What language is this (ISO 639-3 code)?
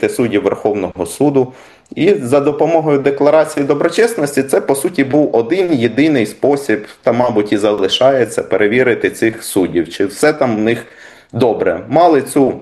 ukr